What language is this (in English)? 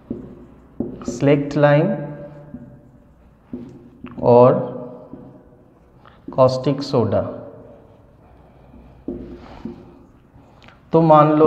Hindi